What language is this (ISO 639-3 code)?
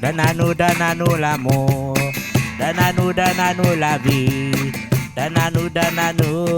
rcf